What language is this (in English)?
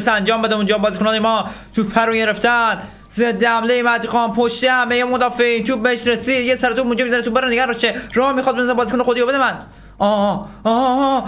Persian